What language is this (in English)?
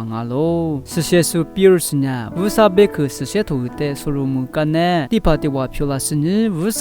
Lisu